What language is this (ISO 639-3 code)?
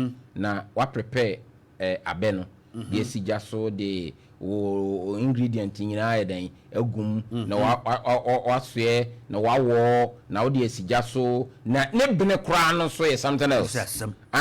aka